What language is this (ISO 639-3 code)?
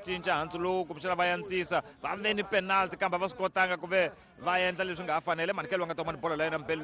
tso